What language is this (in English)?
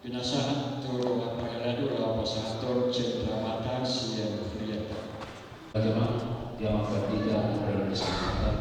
Batak Toba